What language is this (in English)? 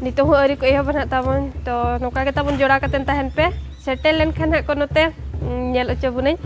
Santali